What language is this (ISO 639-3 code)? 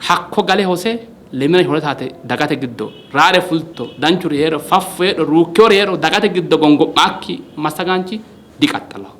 sid